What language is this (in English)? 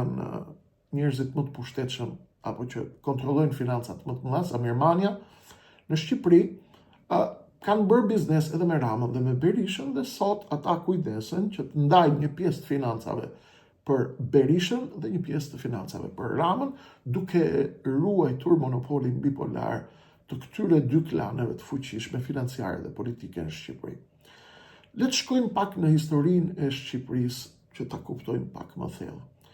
Albanian